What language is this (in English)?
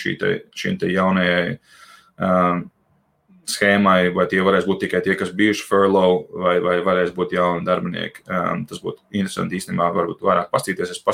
Latvian